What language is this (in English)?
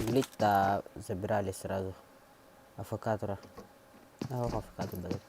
Yakut